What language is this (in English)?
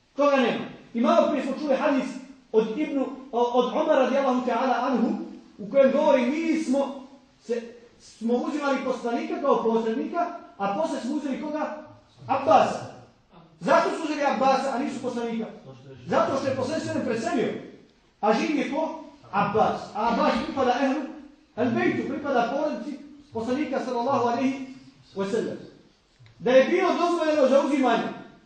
Bosnian